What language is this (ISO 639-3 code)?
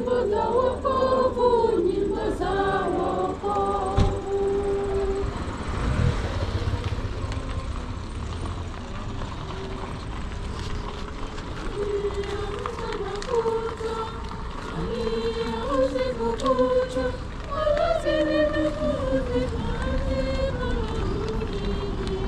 swa